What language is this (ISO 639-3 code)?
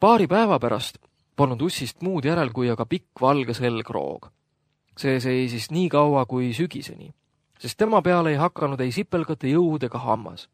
est